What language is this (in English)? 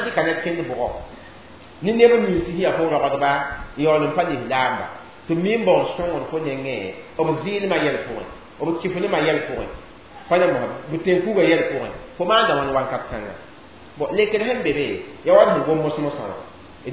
Mossi